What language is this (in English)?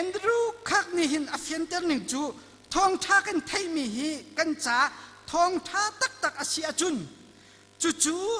Hakha Chin